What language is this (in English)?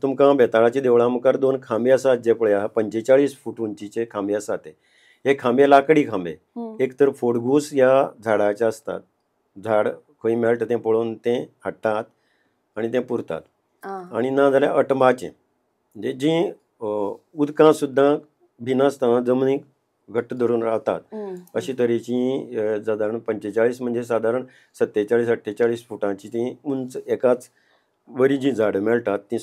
Konkani